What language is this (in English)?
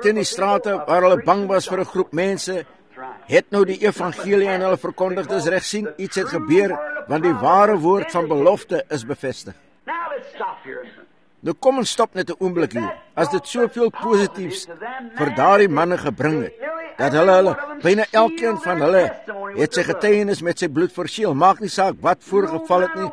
Afrikaans